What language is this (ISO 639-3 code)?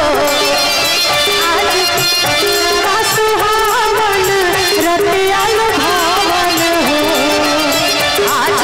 bho